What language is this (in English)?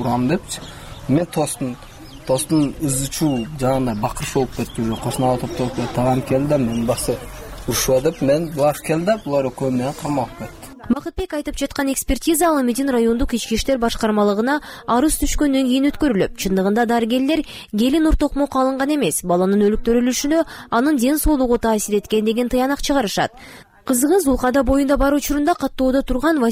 Kyrgyz